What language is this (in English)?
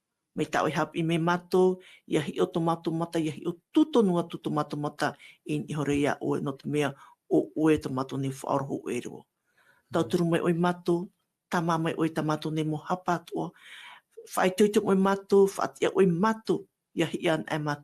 Tahitian